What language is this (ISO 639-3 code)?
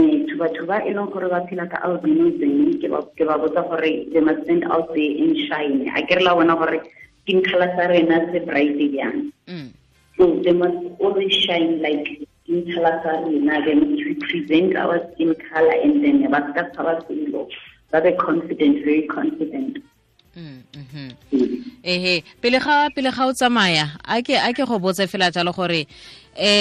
tsn